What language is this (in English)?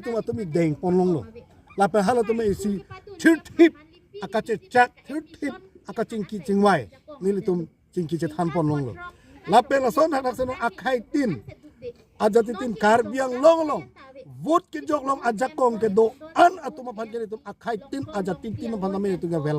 Karbi